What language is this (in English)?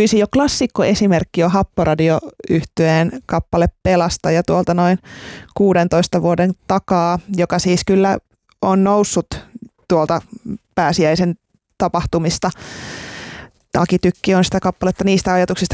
Finnish